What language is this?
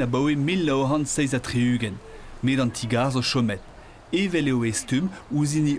Breton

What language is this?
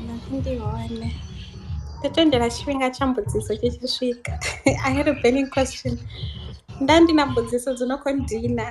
Venda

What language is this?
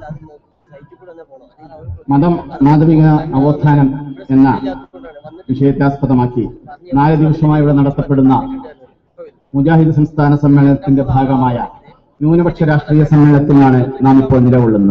Malayalam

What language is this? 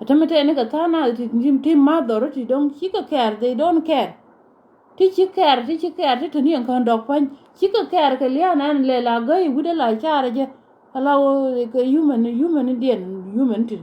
Nuer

